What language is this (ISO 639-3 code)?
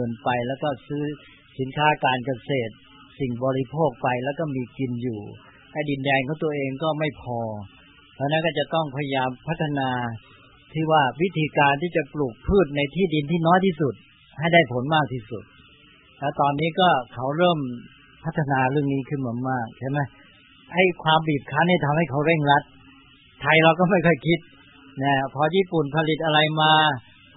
tha